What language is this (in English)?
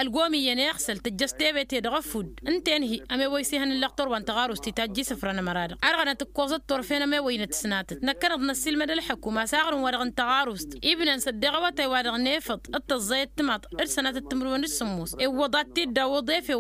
Tamasheq